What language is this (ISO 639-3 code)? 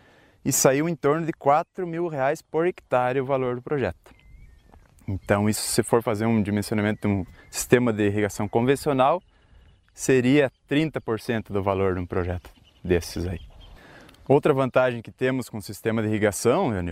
por